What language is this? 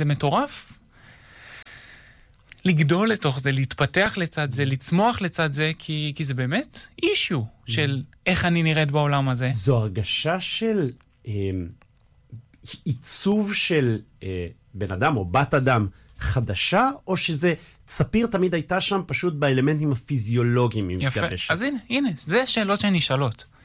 Hebrew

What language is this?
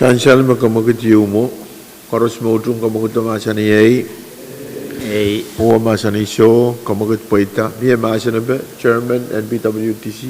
Pohnpeian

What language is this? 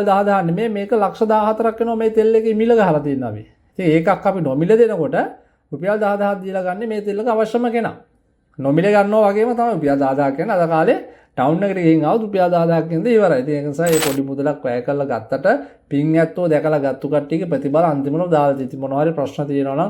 Sinhala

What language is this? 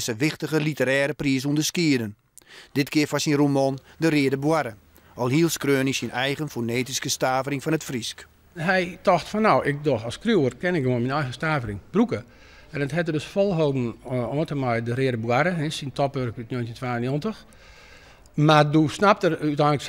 Western Frisian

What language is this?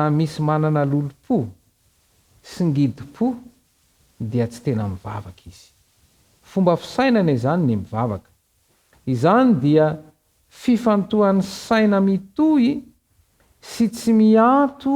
Malagasy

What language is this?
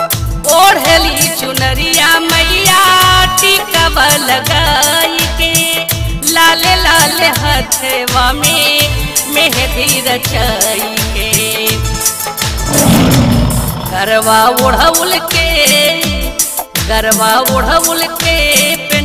Bhojpuri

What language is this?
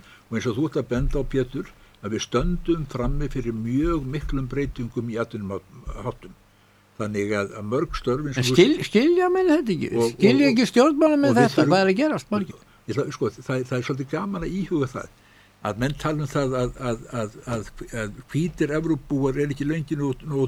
Icelandic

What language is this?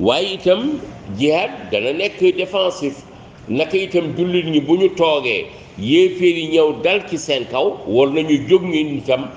Wolof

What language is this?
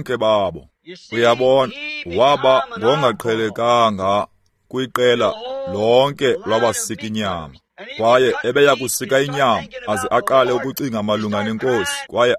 Xhosa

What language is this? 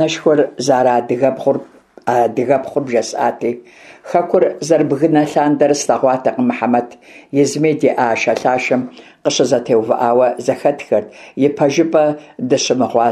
Kabardian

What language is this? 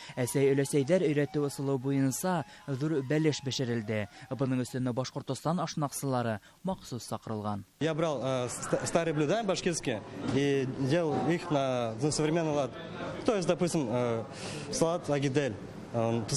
Bashkir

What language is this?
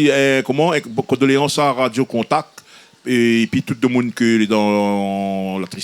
Réunion Creole French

